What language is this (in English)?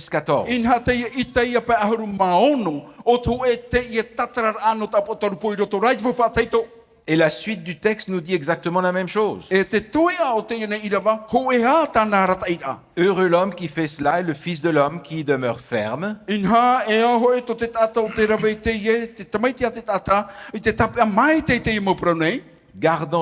Tahitian